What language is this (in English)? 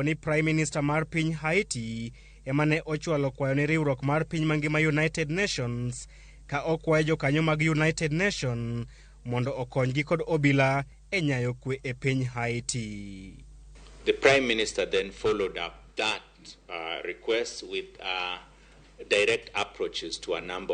Luo (Kenya and Tanzania)